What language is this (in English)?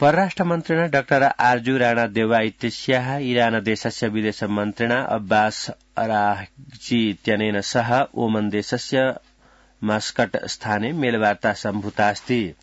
Sanskrit